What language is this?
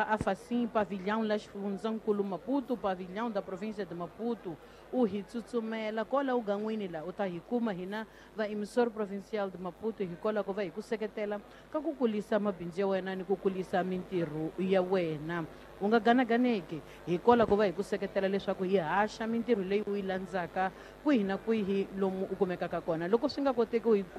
Tsonga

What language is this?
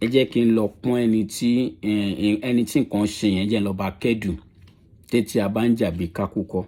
Yoruba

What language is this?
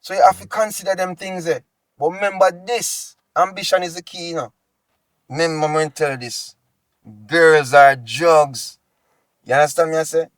Jamaican Creole English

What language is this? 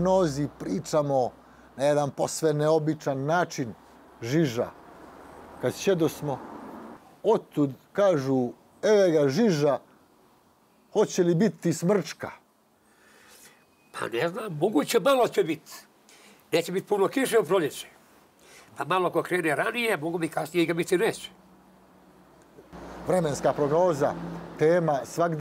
Bosnian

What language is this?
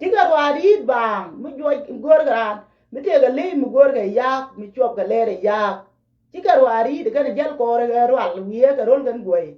Nuer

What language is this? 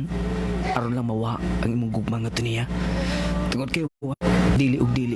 Cebuano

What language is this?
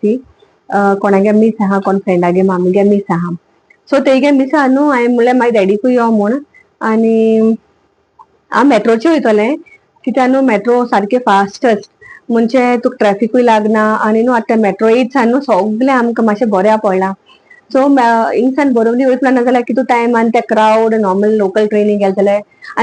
Konkani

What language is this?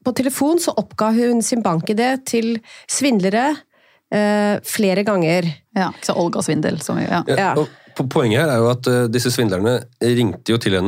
Norwegian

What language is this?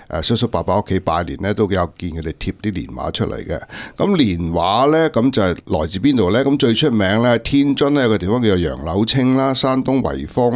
Cantonese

